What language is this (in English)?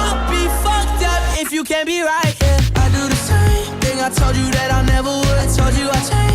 Batak Karo